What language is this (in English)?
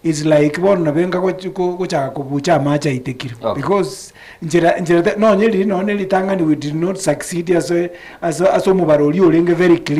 Gusii